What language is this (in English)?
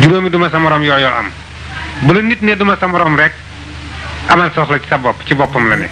Wolof